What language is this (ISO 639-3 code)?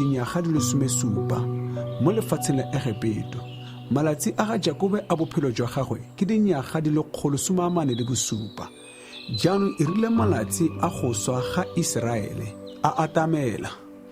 tsn